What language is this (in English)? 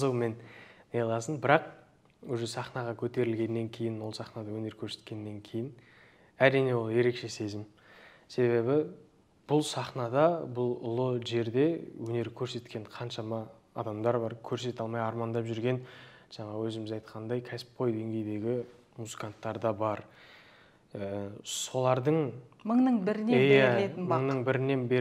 Kazakh